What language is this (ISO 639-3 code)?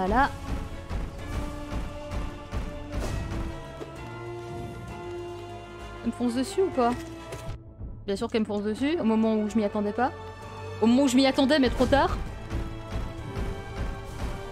fra